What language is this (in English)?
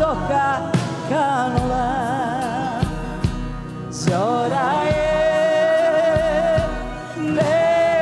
Croatian